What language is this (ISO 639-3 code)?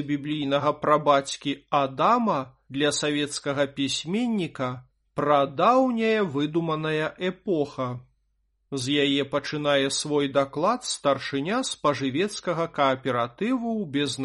bel